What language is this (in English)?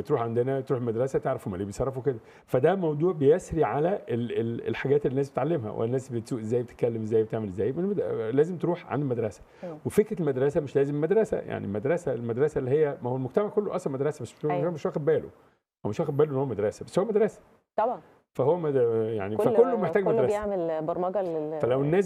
Egyptian Arabic